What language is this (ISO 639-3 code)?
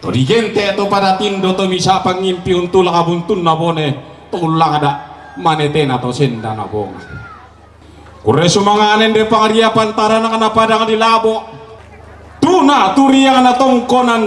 sda